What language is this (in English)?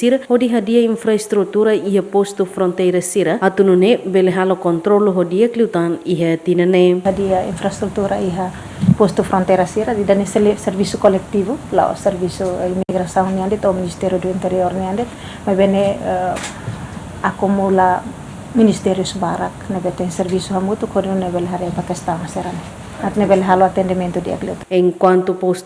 Tetum